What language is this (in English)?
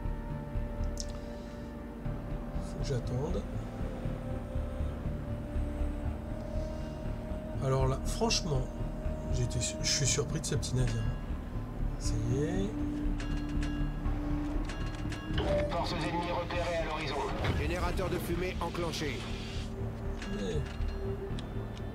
French